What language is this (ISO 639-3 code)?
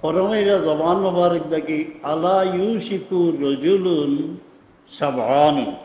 syl